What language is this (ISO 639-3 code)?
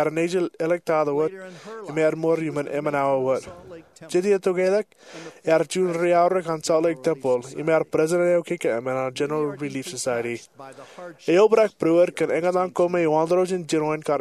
mah